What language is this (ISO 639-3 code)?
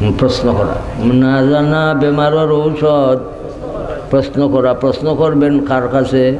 syl